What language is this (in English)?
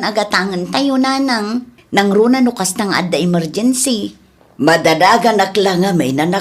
Iloko